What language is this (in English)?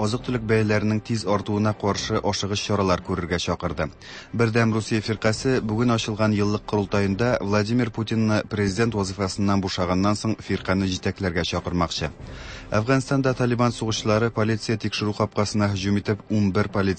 Tatar